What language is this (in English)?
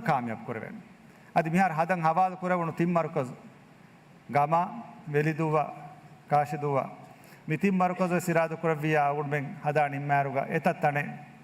Divehi